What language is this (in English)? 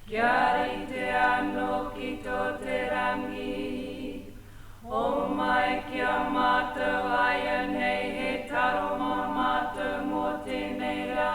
Māori